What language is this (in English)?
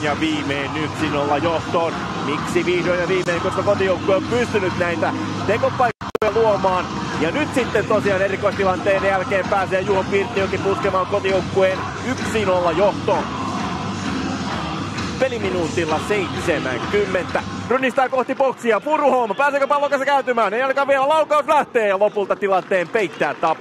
Finnish